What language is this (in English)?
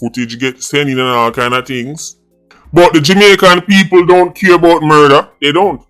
Jamaican Creole English